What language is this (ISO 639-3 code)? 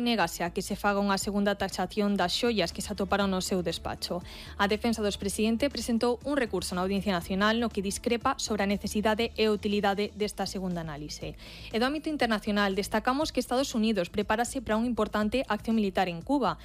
glg